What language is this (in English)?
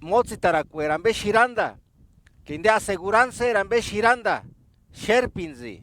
Purepecha